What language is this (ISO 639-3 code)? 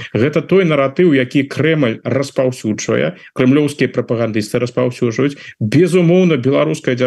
bel